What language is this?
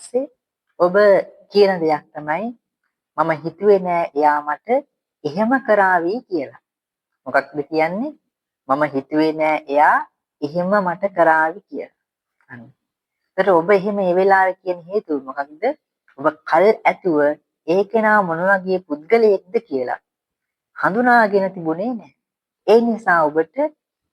Sinhala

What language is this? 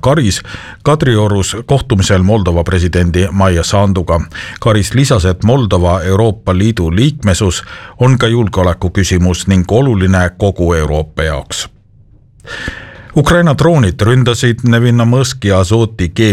Estonian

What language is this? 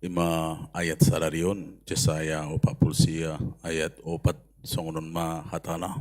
Batak Toba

